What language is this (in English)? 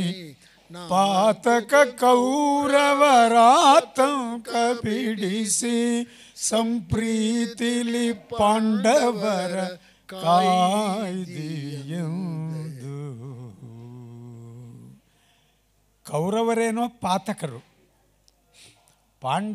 Kannada